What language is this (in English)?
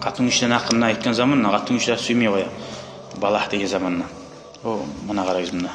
Kumyk